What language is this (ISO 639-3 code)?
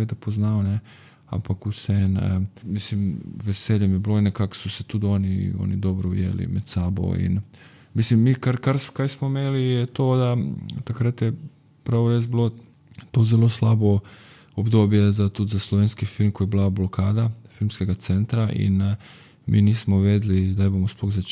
slv